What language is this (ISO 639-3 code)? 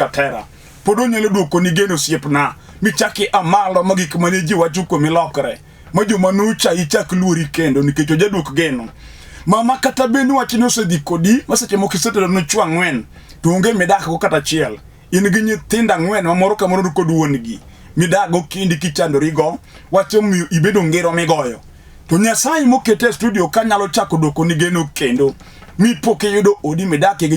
luo